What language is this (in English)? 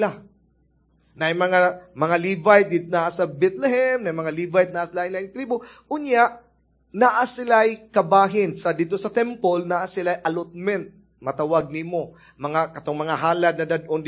Cebuano